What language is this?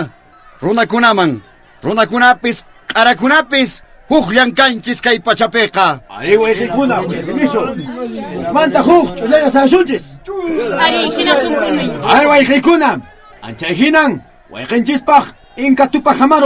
Quechua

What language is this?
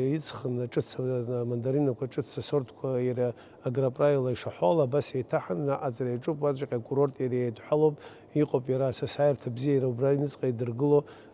Abkhazian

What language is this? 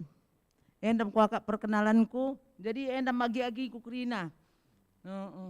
Batak Karo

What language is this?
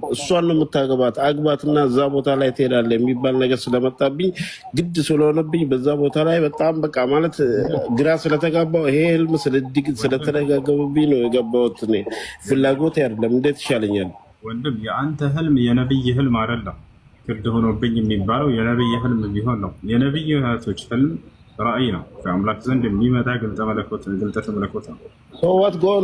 Amharic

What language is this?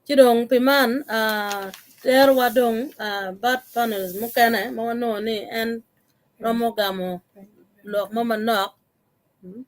Acoli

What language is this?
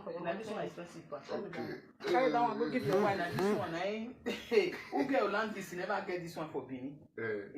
Nigerian Pidgin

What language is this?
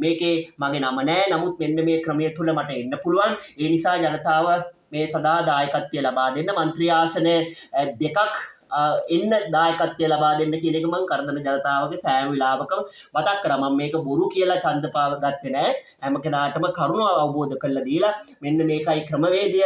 Sinhala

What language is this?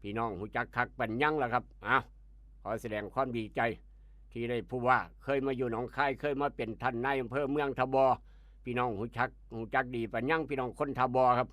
Northeastern Thai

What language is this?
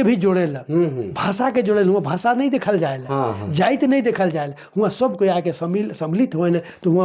Sadri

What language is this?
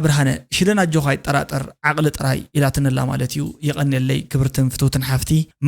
Tigrinya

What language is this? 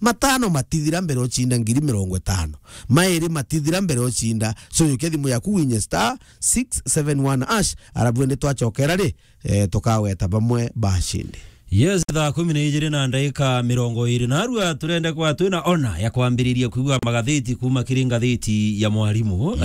Meru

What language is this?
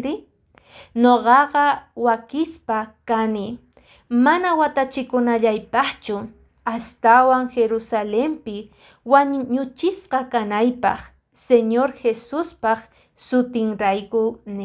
Quechua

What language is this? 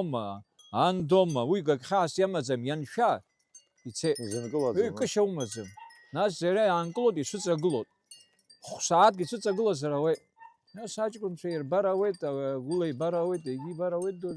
Abkhazian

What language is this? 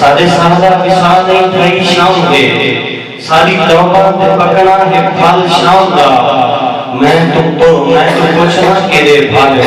Saraiki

